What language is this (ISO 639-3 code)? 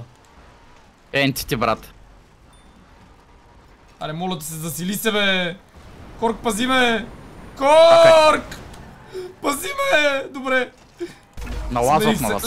bul